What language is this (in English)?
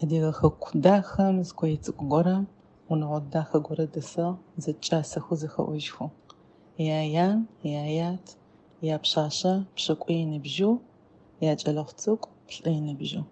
Adyghe